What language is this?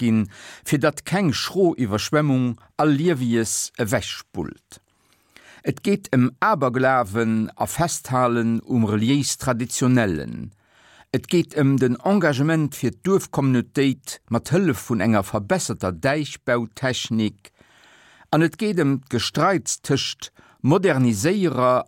Luxembourgish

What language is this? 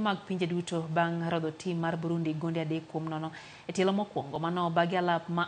Luo (Kenya and Tanzania)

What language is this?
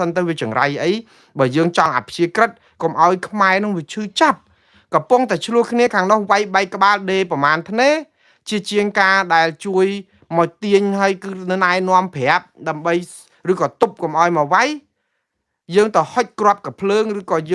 Khmer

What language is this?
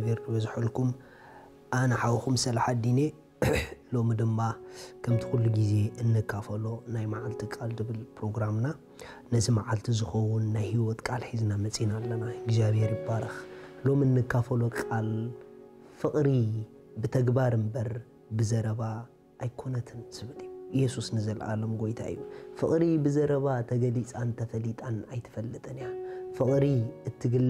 Tigrinya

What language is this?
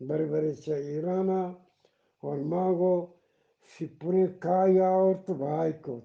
Eastern Balochi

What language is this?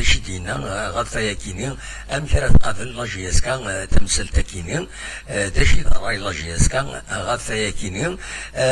Kabyle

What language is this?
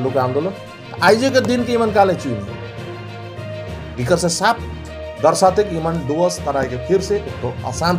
Sadri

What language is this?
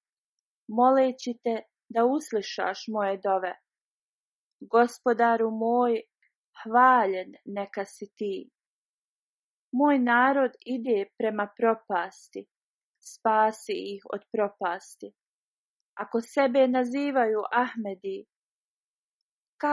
Bosnian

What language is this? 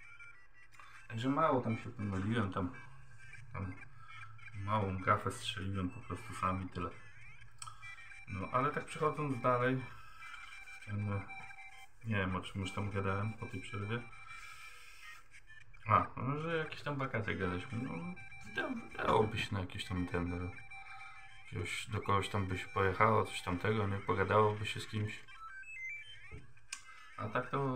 Polish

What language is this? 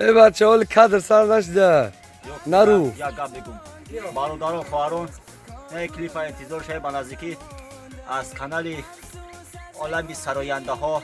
Tajik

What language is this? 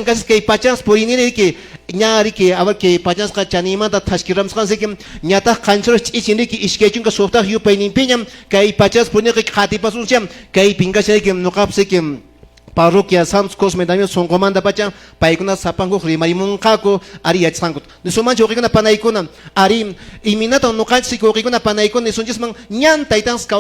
Quechua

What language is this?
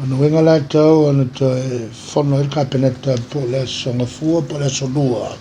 Samoan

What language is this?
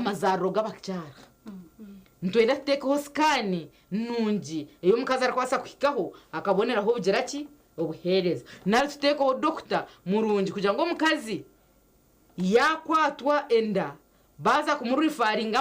Nyankole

